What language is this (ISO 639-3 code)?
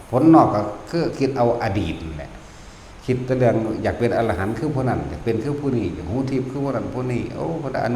tts